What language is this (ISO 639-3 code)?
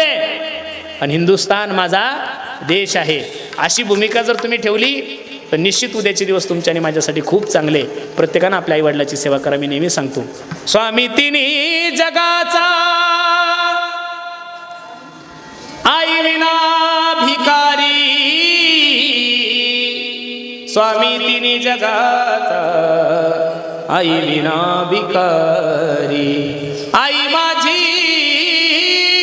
mar